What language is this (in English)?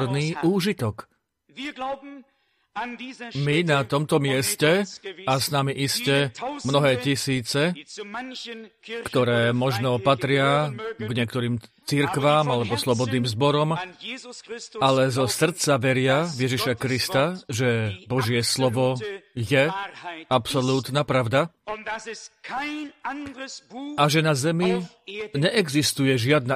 Slovak